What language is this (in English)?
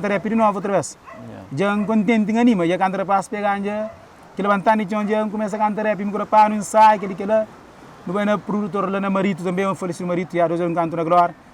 Kabuverdianu